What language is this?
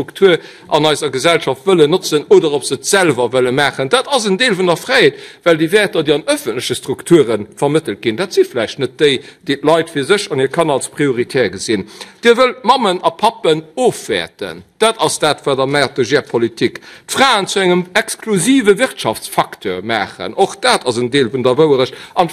Luxembourgish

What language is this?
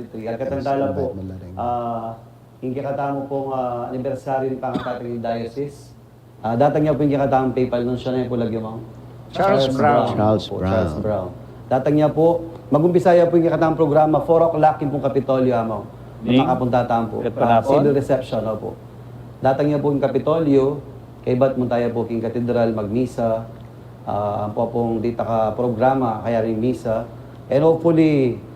Pampanga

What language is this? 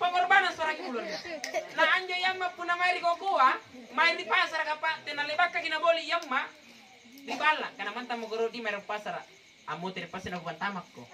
Makasar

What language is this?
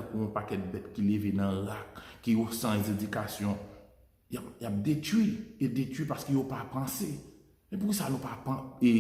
Haitian Creole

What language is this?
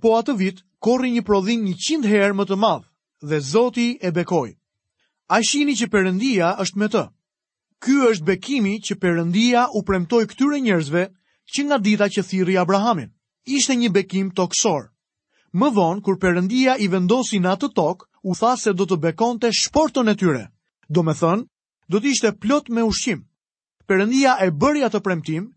Albanian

